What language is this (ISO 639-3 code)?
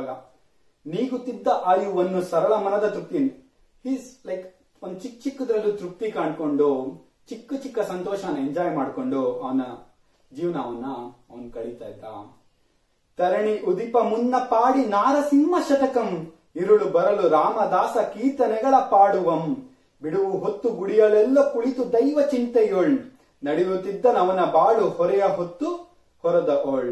kan